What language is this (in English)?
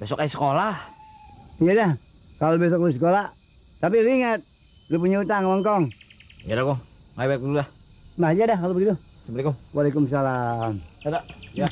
Betawi